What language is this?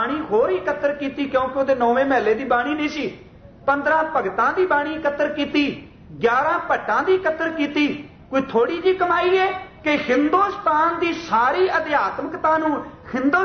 Punjabi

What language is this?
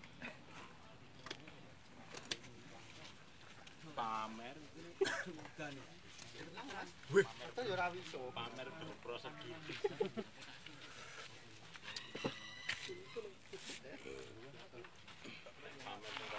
Indonesian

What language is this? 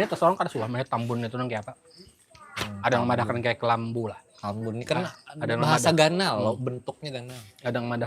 Banjar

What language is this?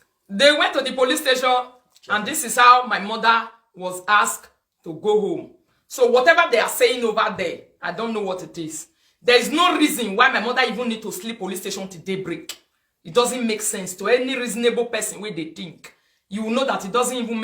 Nigerian Pidgin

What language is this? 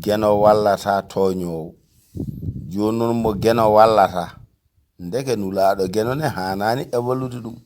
Fula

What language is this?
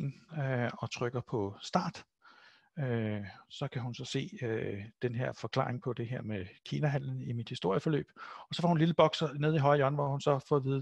Danish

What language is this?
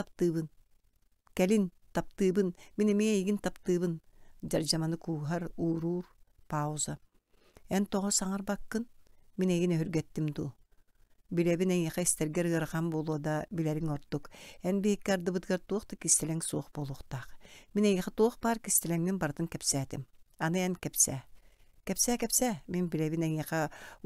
Yakut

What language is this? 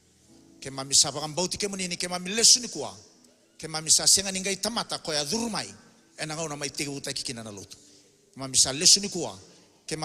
Fijian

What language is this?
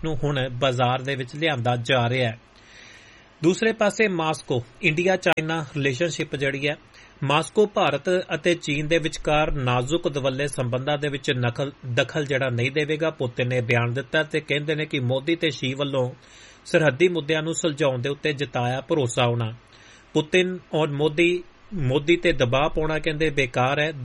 Punjabi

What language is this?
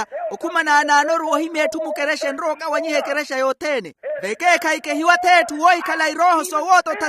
Makhuwa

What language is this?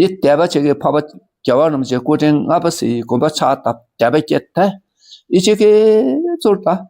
Dakpakha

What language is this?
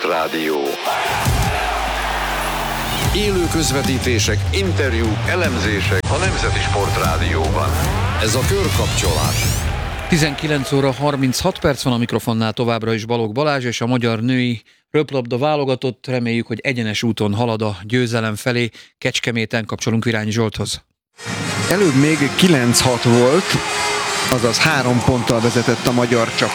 Hungarian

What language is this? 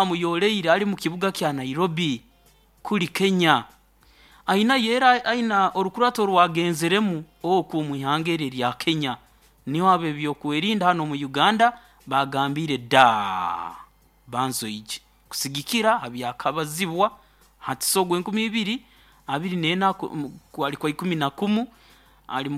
Nyoro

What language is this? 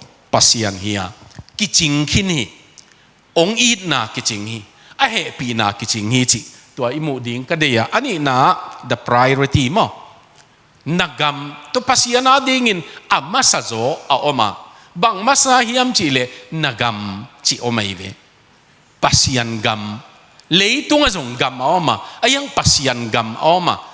Tedim Chin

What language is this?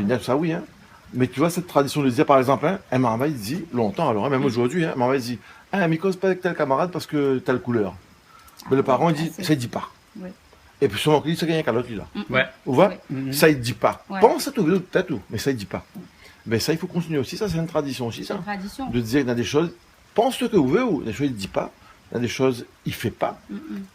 Réunion Creole French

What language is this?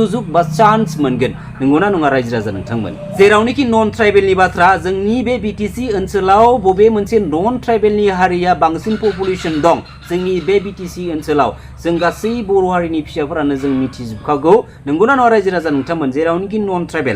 Bodo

